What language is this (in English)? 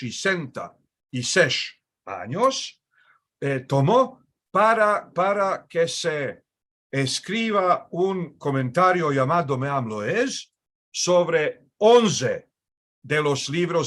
Ladino